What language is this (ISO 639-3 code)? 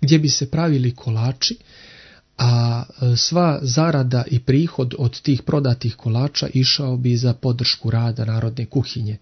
hrv